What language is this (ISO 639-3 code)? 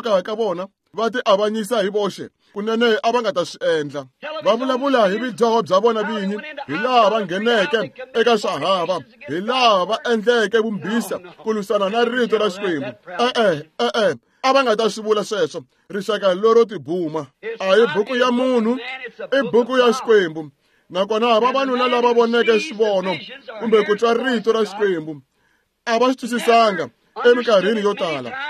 tso